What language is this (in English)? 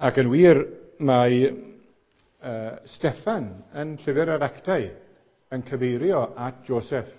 Welsh